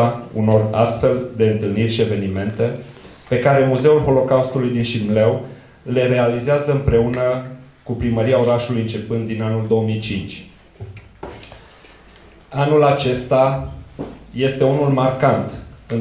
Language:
Romanian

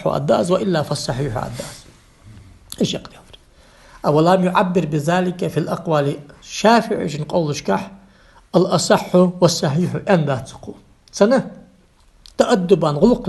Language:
Ingush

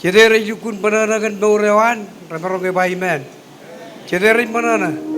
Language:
Marshallese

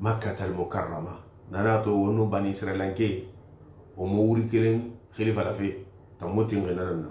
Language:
Susu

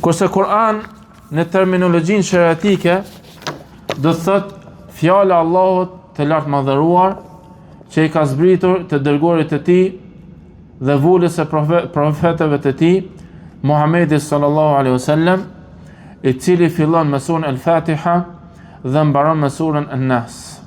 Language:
Albanian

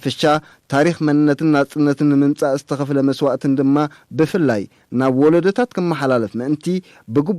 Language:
Tigrinya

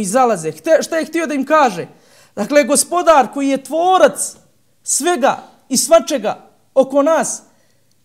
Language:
Bosnian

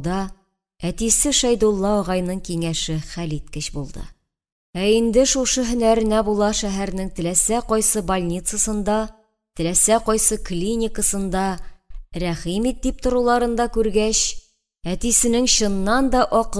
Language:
Tatar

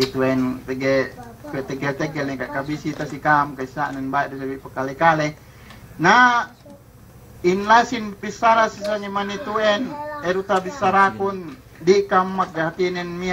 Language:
Yakan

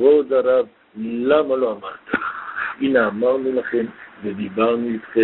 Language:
Hebrew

